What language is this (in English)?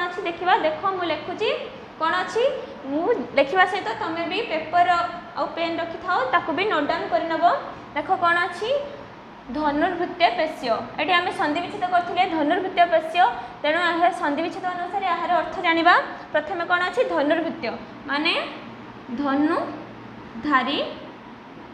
Odia